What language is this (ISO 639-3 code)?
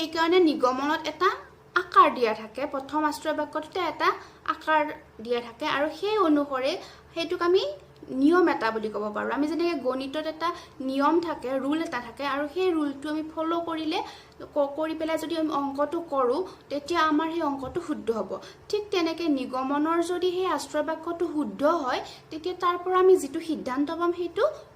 asm